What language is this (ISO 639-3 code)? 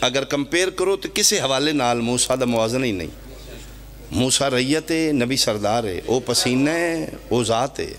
phr